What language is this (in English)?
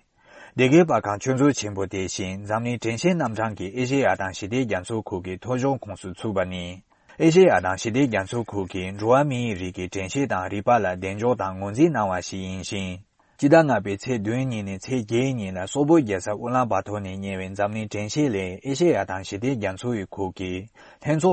Tibetan